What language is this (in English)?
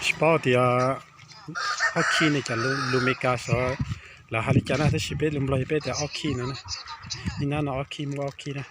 Hmong